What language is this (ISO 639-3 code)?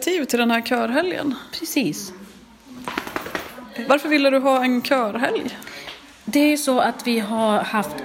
swe